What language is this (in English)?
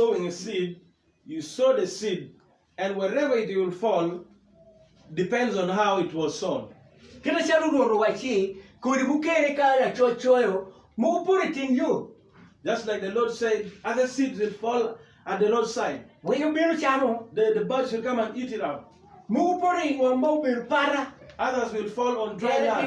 Acoli